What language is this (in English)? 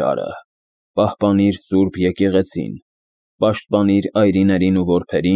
Armenian